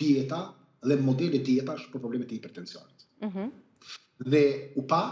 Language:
Albanian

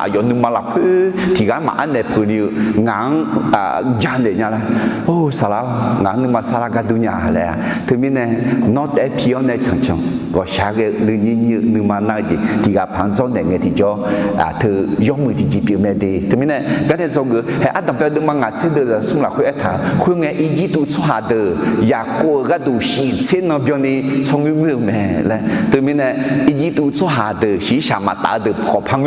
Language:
Akha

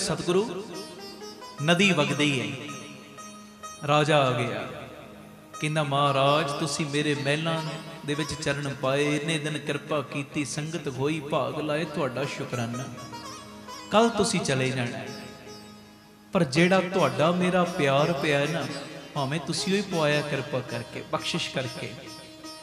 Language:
Punjabi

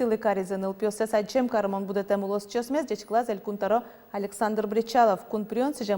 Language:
Udmurt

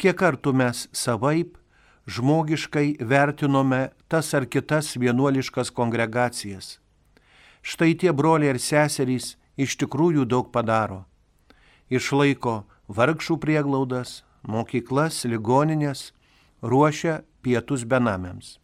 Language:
Lithuanian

